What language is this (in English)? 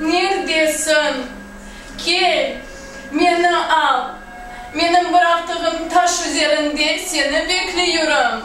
Crimean Tatar